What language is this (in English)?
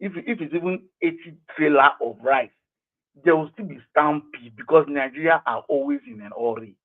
Nigerian Pidgin